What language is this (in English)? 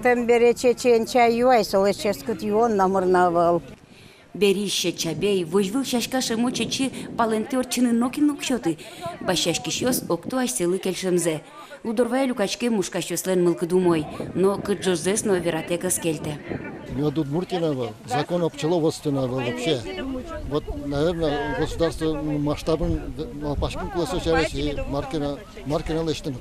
Udmurt